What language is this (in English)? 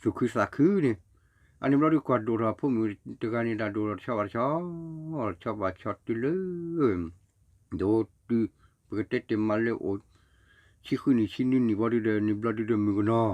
S'gaw Karen